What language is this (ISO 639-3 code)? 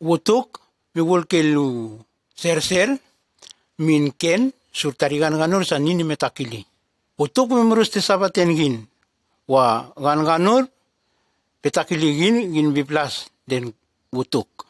tgs